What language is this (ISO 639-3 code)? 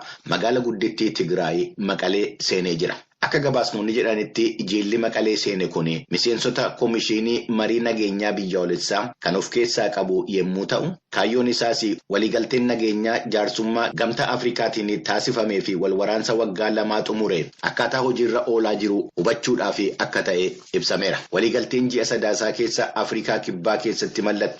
orm